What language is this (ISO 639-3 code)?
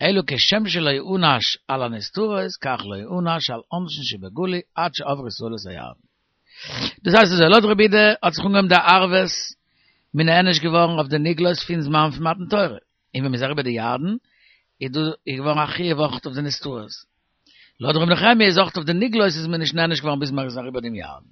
yid